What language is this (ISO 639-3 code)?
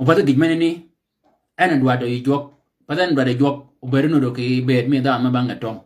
shk